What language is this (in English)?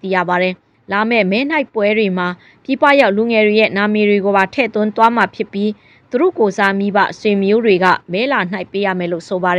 Burmese